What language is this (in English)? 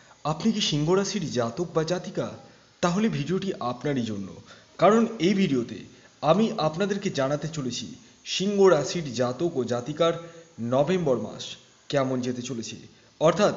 Bangla